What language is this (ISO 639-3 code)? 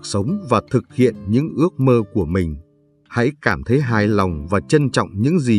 vie